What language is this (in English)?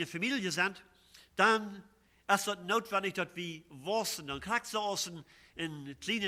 Plautdietsch